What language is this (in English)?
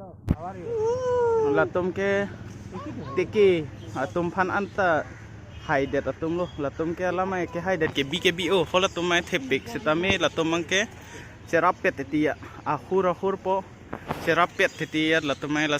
Karbi